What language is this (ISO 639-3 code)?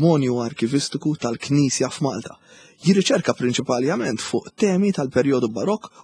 mlt